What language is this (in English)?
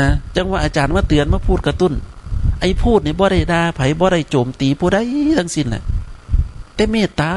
Northeastern Thai